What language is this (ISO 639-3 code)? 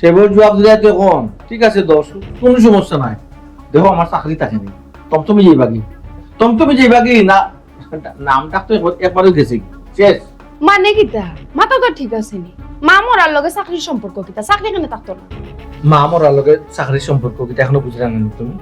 syl